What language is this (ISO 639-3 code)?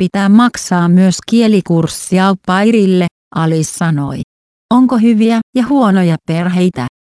fin